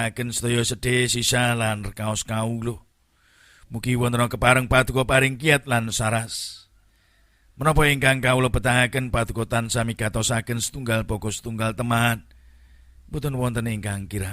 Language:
Javanese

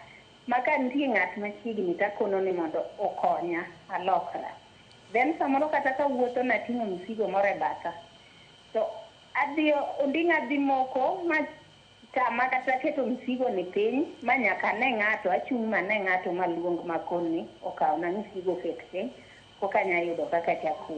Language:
Luo (Kenya and Tanzania)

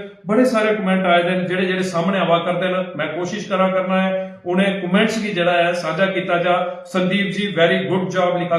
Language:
Dogri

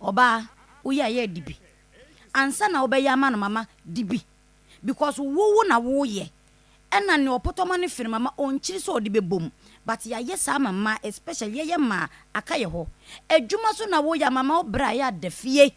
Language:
Akan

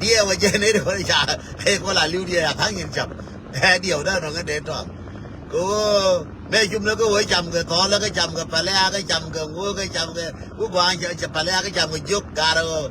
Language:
Nuer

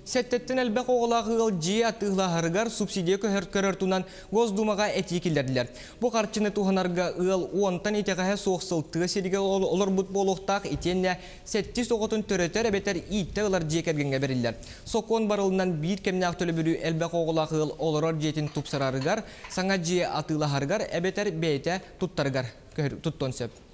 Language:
Yakut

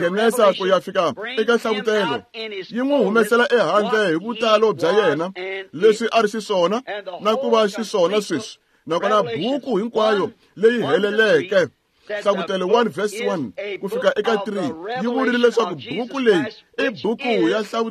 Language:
Tsonga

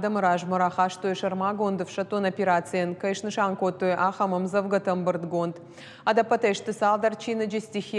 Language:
Ossetic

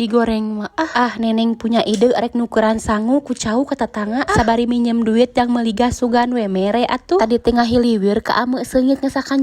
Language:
Sundanese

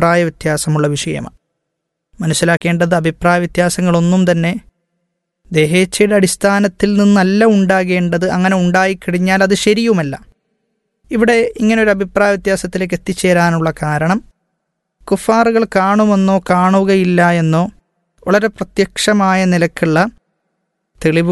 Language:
Malayalam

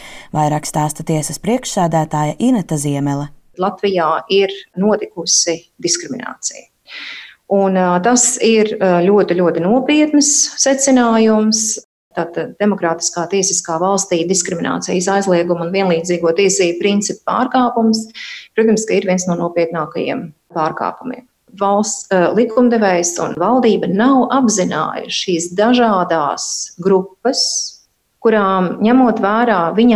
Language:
Latvian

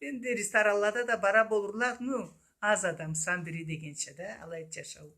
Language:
Karachay-Balkar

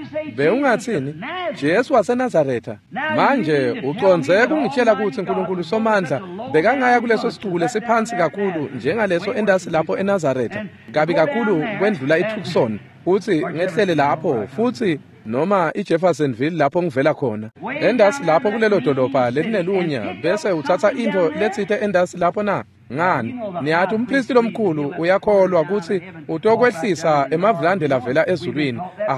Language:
Swati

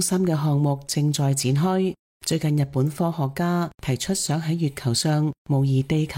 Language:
Cantonese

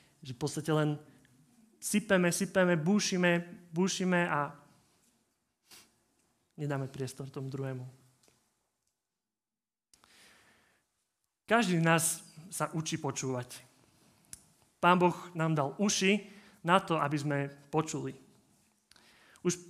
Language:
Slovak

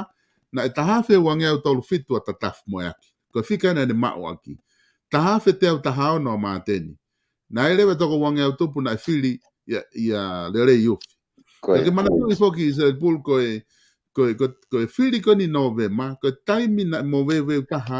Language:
Tongan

